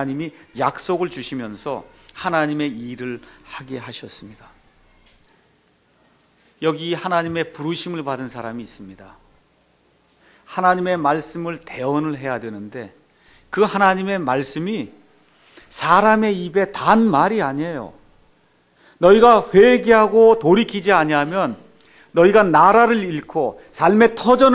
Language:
Korean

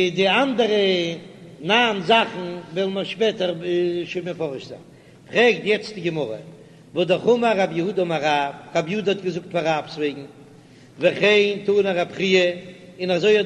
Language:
Yiddish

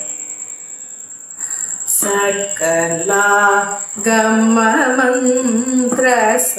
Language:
Tamil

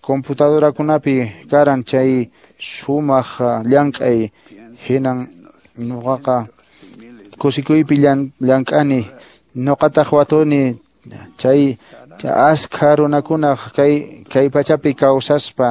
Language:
Quechua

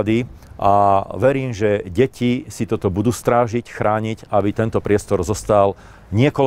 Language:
Slovak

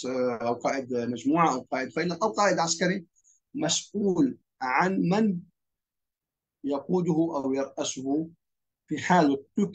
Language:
Arabic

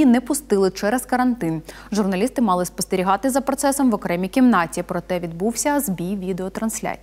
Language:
Ukrainian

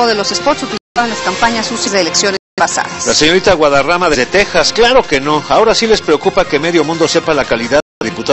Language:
Spanish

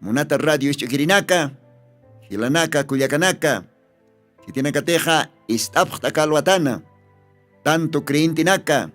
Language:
Aymara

